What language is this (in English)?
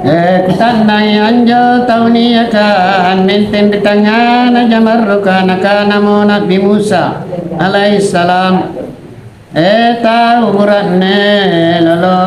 Makasar